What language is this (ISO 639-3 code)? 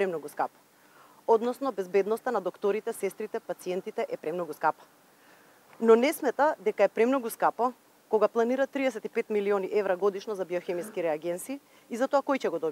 mkd